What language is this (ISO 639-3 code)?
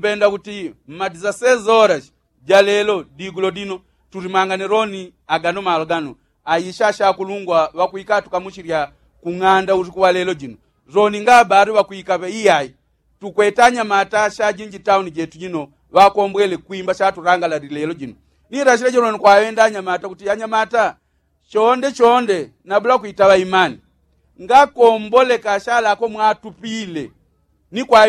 yao